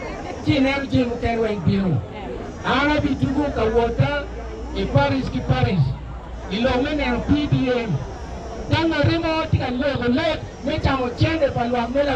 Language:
Acoli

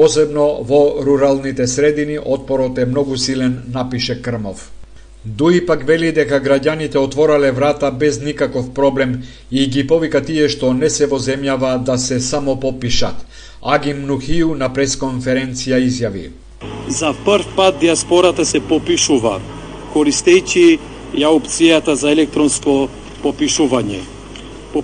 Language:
Macedonian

